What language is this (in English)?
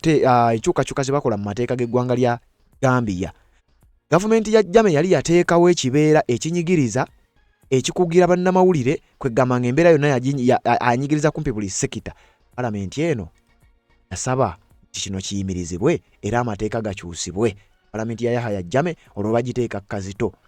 Ganda